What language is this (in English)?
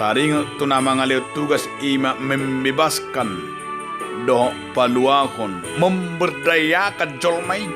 Batak Toba